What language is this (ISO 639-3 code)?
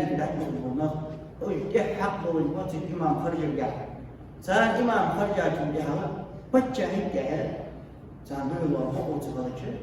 inh